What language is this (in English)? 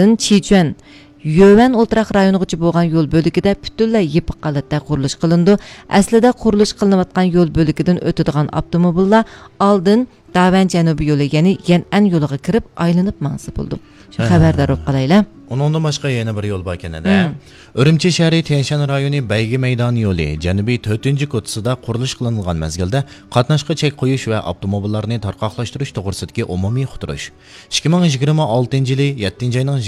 Uyghur